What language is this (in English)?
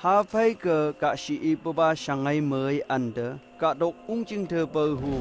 Phom Naga